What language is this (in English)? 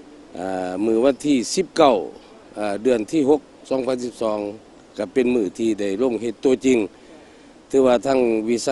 Lao